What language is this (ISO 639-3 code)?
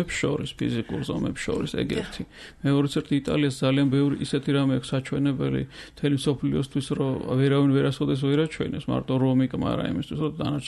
kat